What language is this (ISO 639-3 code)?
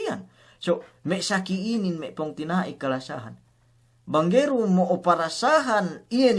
yka